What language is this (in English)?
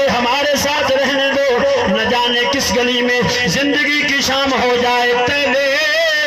Saraiki